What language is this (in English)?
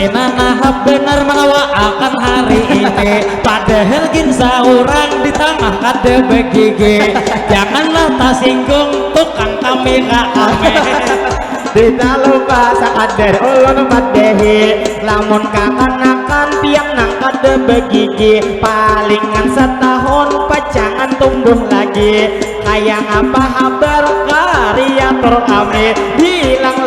Banjar